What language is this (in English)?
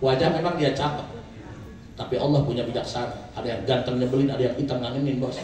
Betawi